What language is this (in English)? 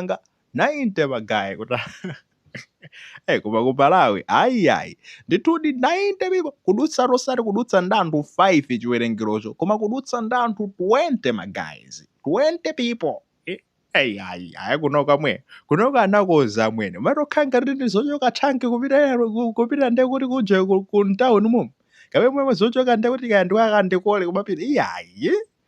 Nyanja